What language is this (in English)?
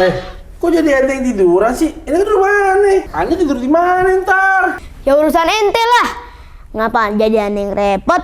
Betawi